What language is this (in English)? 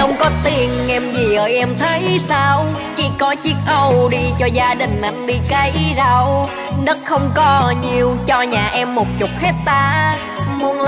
Vietnamese